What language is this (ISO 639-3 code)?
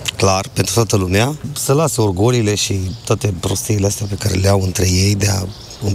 ron